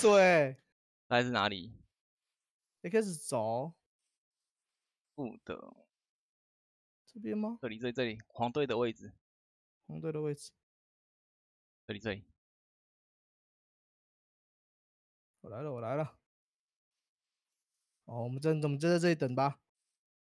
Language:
Chinese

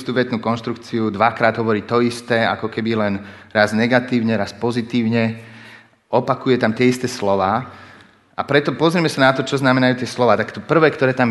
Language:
Slovak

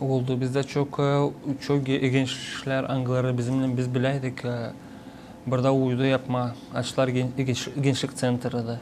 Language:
Gagauz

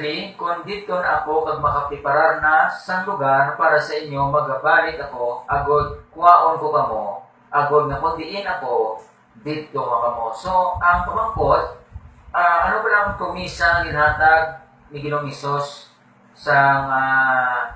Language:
Hiligaynon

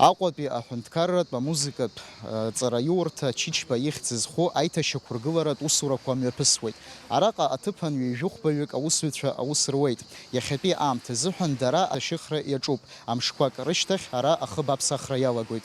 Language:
Abkhazian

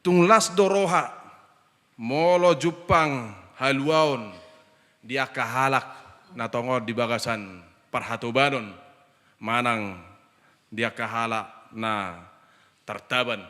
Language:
Batak Toba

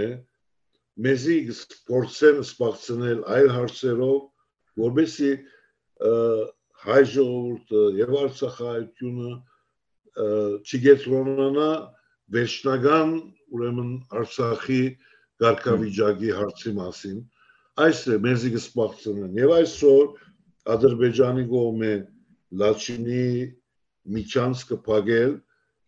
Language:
Western Armenian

